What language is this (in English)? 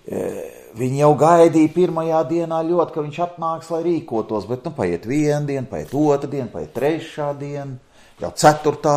Latvian